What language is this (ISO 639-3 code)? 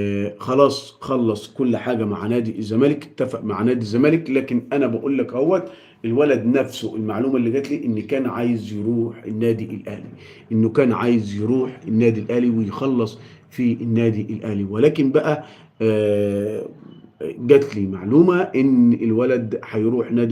arz